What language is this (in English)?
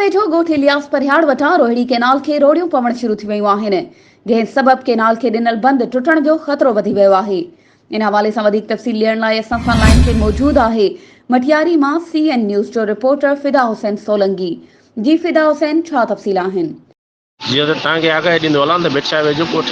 Sindhi